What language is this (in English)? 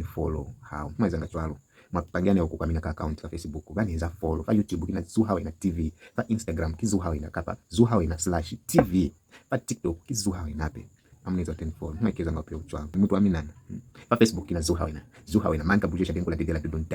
Lozi